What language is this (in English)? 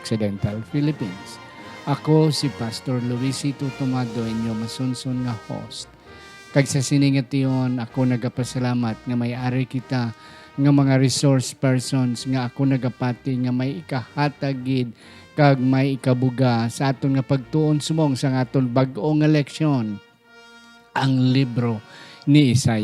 Hiligaynon